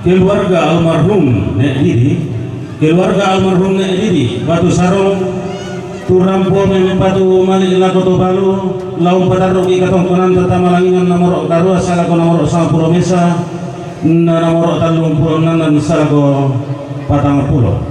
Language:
Toraja-Sa'dan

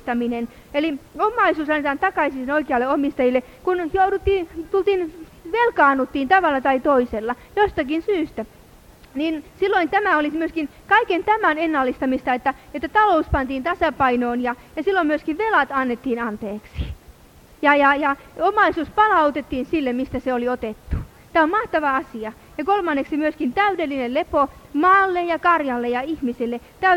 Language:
Finnish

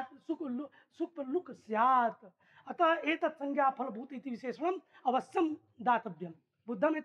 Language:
Sanskrit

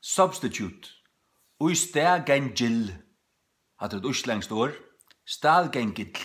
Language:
Faroese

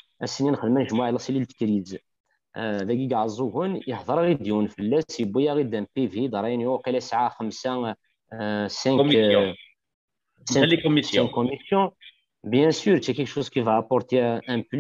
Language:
Kabyle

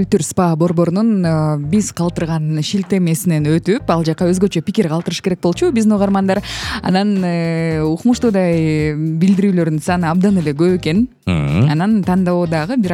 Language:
Kyrgyz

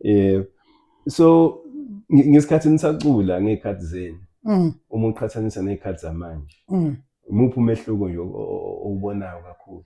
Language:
Zulu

